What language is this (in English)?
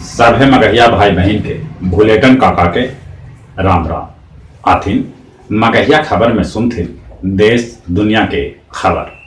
Magahi